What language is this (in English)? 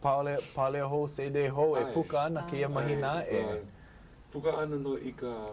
Hawaiian